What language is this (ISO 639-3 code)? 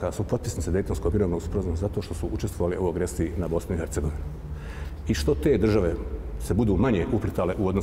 bos